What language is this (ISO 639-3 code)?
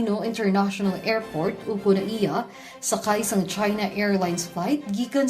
hil